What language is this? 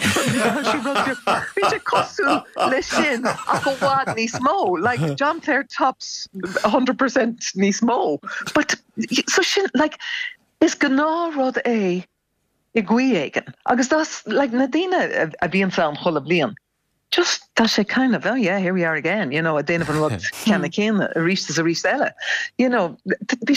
Irish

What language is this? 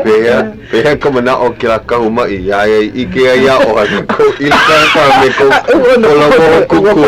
Hawaiian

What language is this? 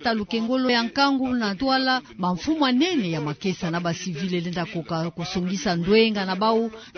Kituba (Democratic Republic of Congo)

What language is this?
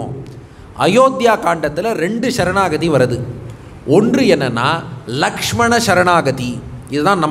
Tamil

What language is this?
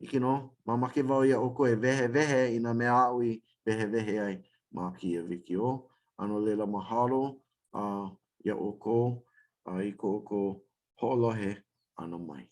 Hawaiian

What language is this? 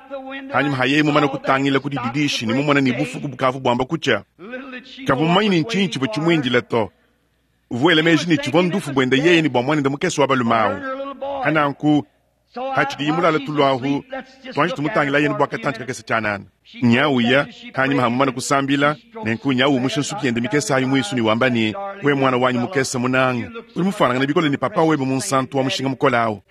Luba-Lulua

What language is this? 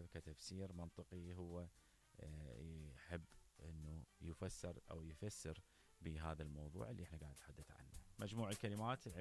Mesopotamian Arabic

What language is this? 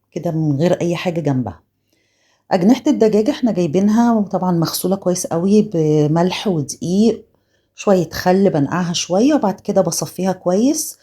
Egyptian Arabic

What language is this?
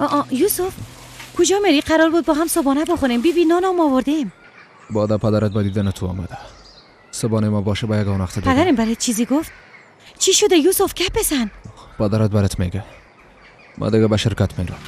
Persian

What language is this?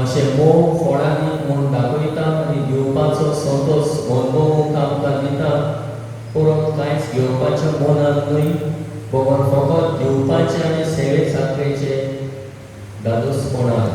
Konkani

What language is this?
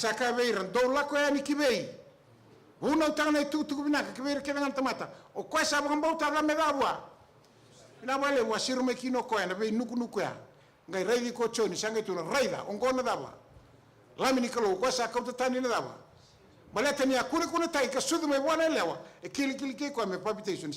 Fijian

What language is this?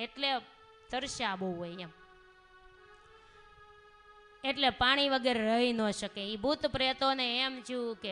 Gujarati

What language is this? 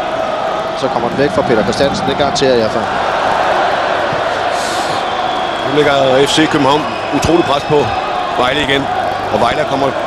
Danish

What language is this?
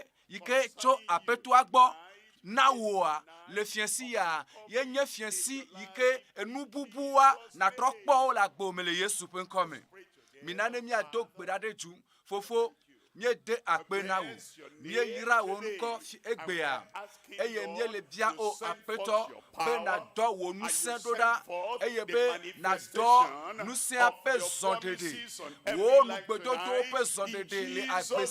Ewe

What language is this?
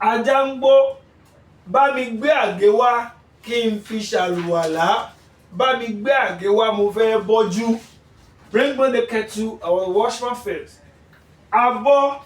Yoruba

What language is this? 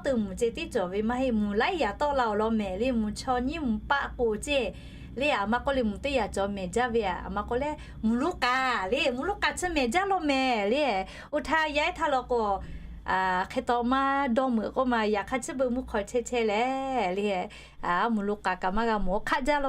Lahu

